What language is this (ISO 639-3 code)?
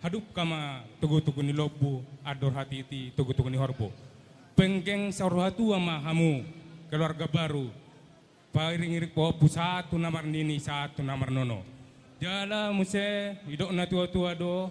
bbc